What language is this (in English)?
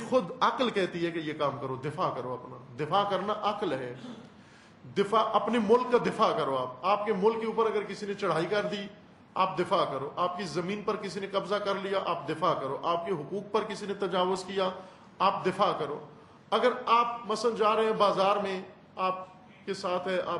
Urdu